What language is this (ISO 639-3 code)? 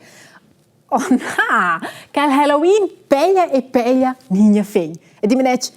roh